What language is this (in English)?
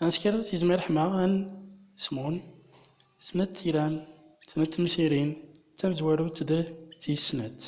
Central Atlas Tamazight